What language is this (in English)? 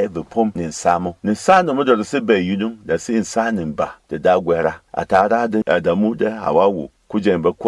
Berom